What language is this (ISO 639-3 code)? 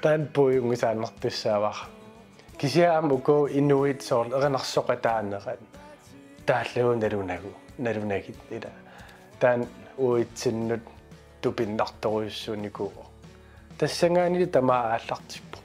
kal